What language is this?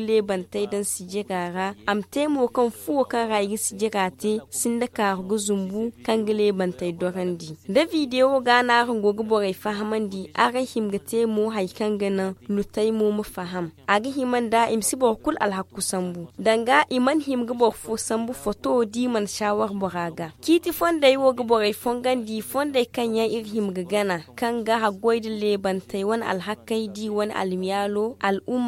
Zarma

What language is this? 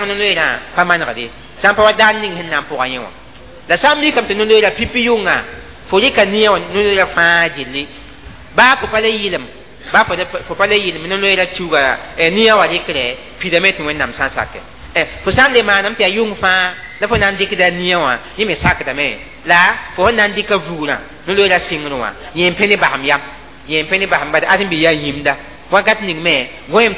Mossi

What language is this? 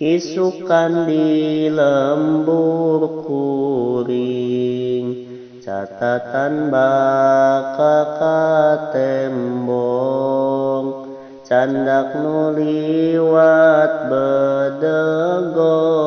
Sundanese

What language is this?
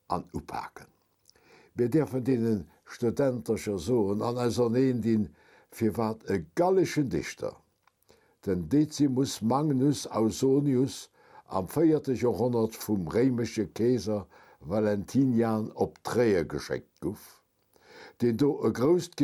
Luxembourgish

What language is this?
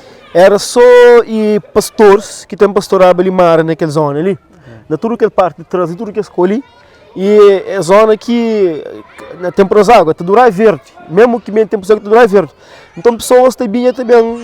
Kabuverdianu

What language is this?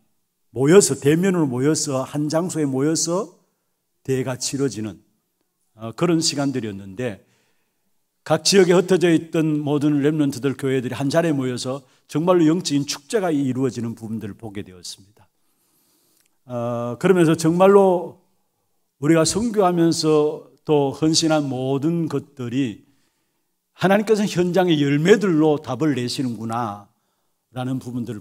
Korean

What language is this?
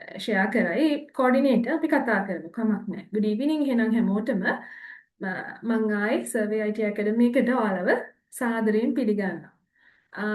Sinhala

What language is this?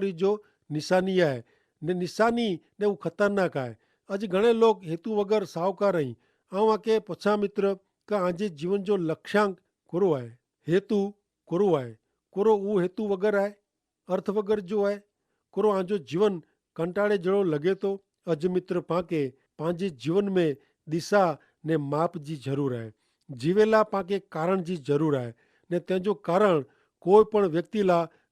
Kachhi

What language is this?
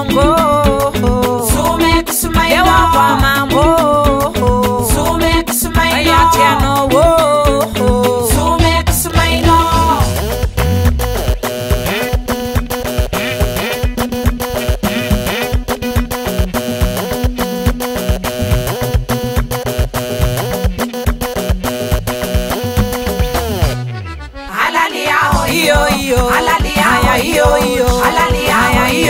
Swahili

